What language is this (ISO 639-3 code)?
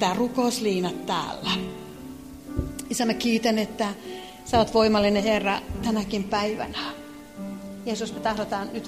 fin